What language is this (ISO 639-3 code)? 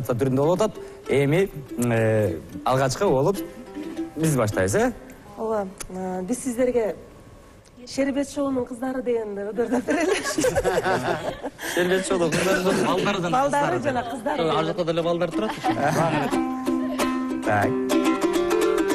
kir